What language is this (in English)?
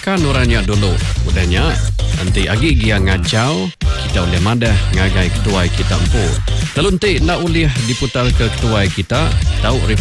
Iban